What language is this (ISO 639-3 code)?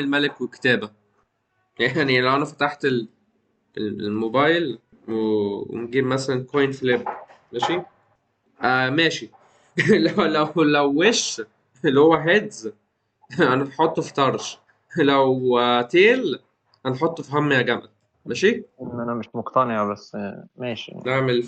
arz